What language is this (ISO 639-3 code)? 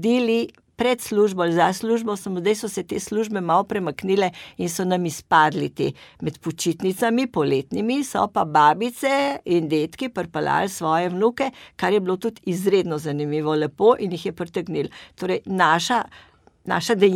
slv